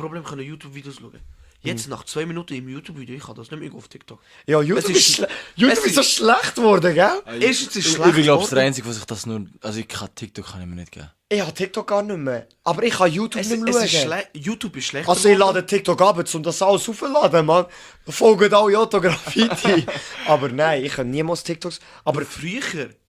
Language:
Swiss German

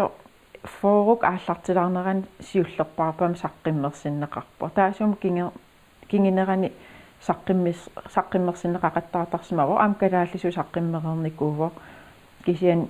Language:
Kalaallisut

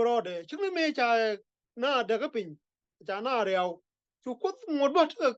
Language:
Nuer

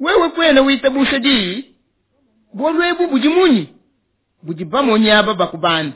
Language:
Luba-Lulua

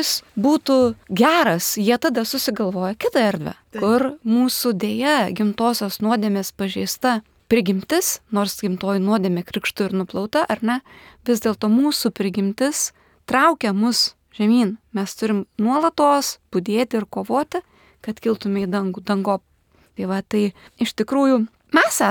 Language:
Lithuanian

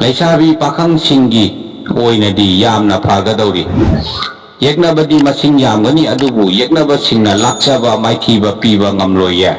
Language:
Manipuri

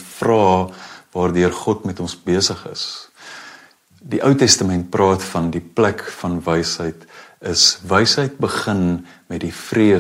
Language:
Afrikaans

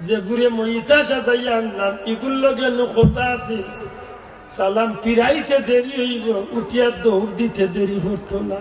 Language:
Sylheti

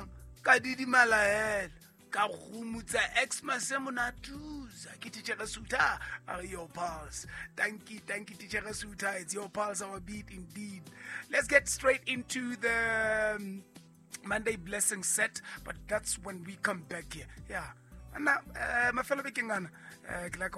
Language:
Southern Sotho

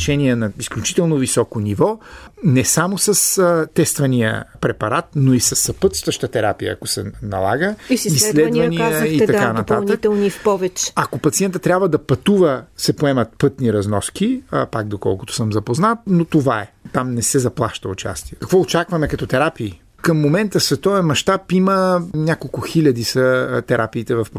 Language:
Bulgarian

